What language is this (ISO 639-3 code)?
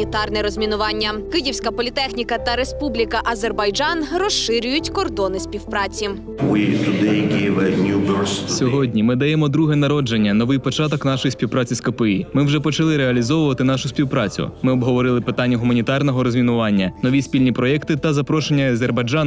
ukr